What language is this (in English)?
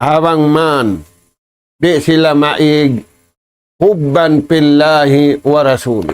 Tausug